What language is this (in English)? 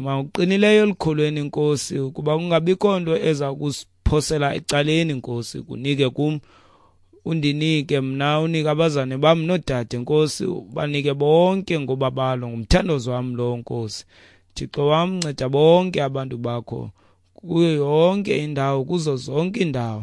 Xhosa